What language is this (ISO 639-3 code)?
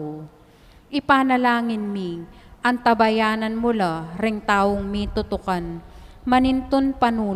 pam